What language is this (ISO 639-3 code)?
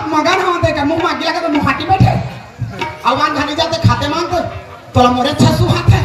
hne